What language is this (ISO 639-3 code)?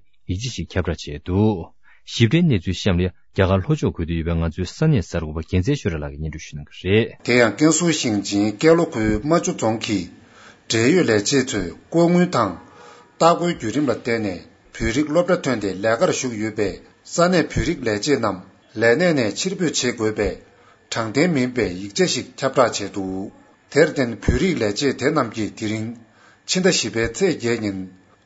bod